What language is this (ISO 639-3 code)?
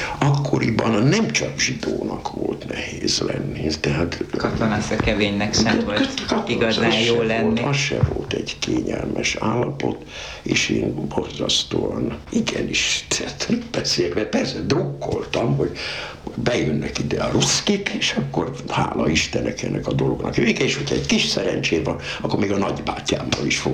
hun